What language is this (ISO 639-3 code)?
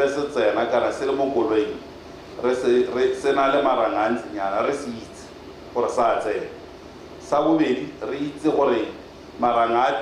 tsn